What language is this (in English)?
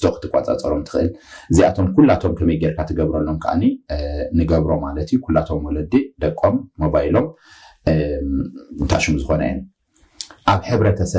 Tigrinya